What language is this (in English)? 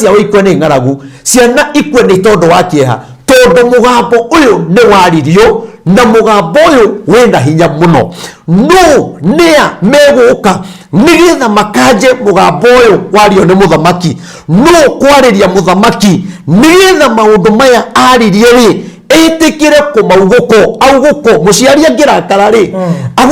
Kikuyu